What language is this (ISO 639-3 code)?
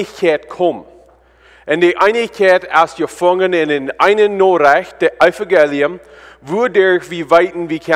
pdt